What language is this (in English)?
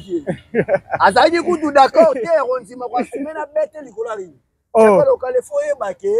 Lingala